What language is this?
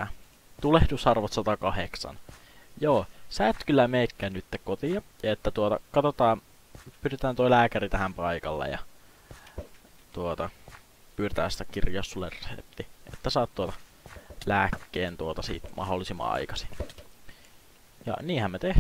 Finnish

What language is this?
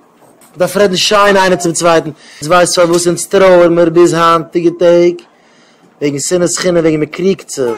Yiddish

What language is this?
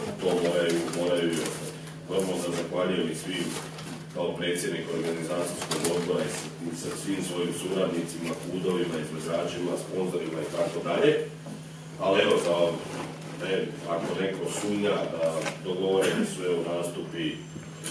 Croatian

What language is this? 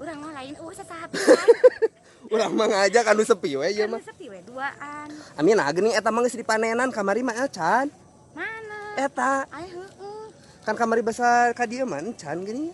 Sundanese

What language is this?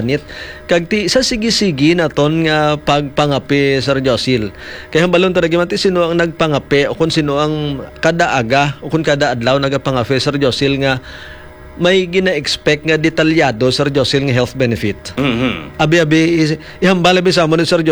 Hiligaynon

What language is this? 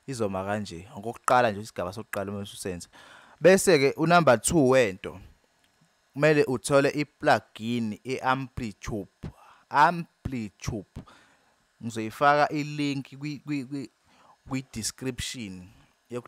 Zulu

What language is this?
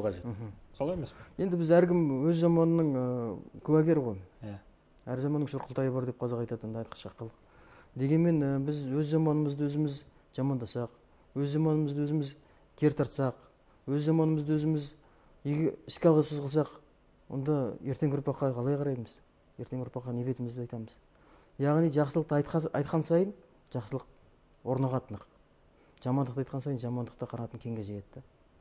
Kazakh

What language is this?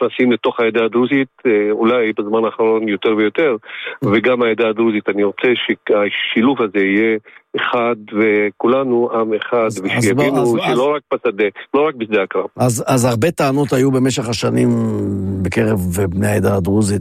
Hebrew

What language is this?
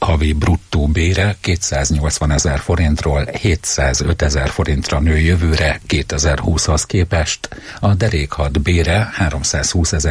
Hungarian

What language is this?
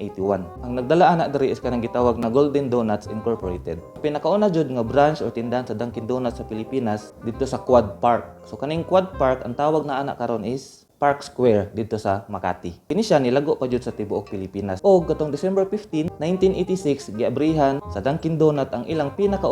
Cebuano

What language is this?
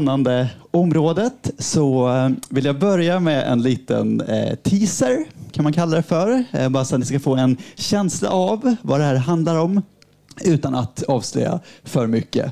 Swedish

